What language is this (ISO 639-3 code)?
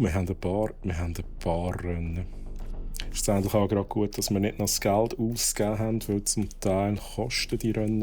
gsw